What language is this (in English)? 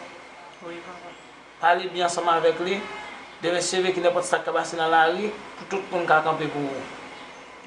Haitian Creole